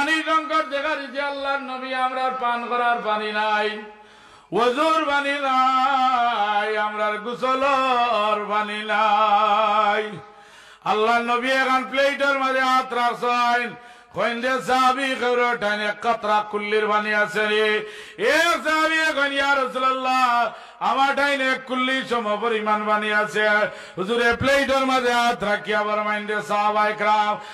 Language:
Sylheti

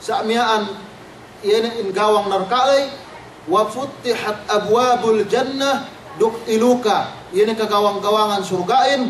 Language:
Yakan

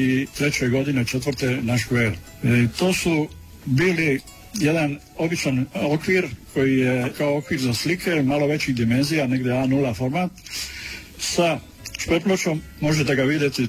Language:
Croatian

